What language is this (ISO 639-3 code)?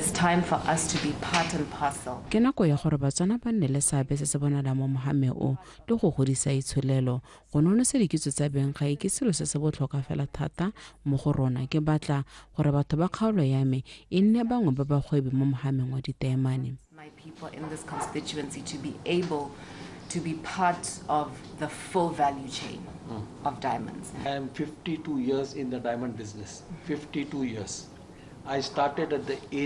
tsn